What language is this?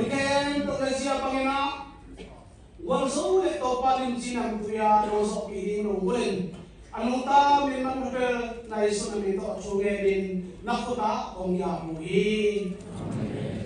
Tedim Chin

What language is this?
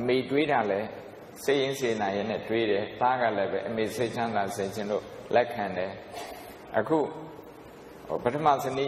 Burmese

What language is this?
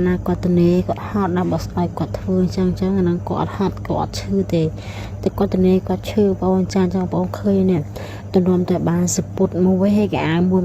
Khmer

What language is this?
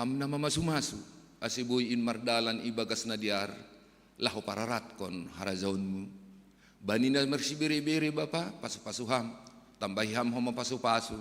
Batak Simalungun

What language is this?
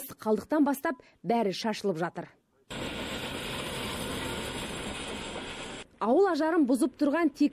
Kazakh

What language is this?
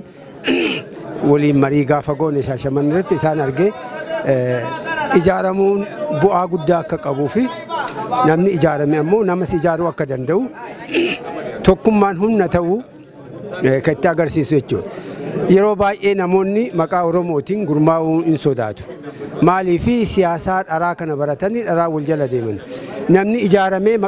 Oromo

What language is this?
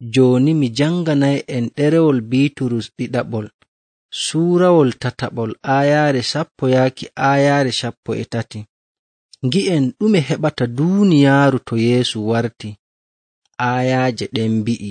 Nigerian Fulfulde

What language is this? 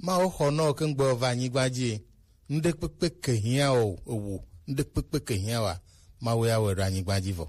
Gen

